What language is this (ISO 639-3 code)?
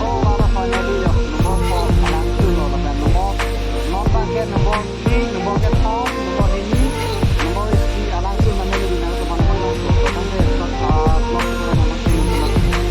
mjw